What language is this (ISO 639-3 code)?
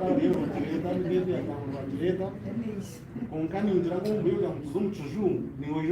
nyn